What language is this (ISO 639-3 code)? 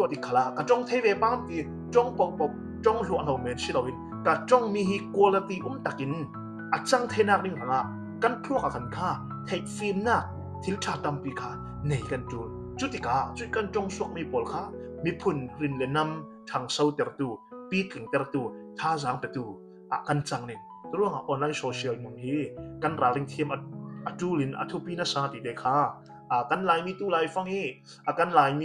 cfm